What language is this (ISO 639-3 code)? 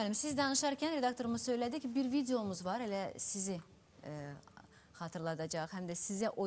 aze